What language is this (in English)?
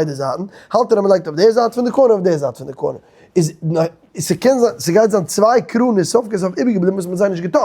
Yiddish